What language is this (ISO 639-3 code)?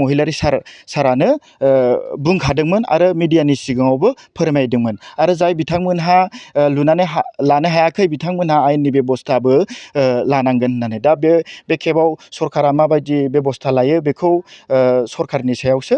brx